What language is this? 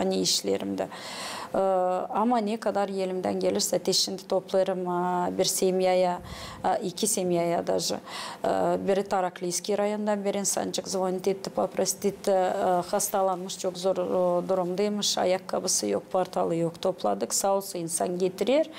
Gagauz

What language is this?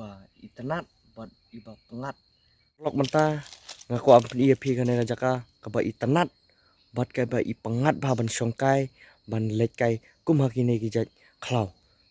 Khasi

